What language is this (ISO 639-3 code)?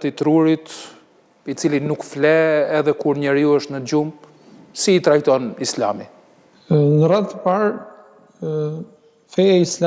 sqi